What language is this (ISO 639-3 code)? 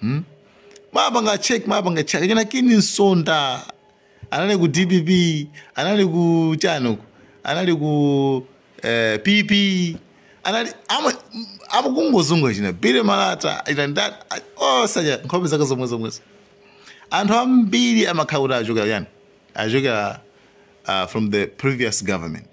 nya